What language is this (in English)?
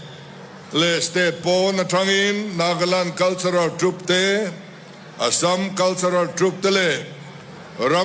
Hmar